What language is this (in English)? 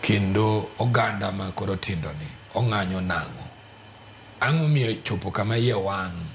Luo (Kenya and Tanzania)